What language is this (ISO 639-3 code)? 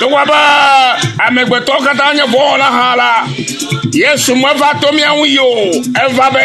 ewe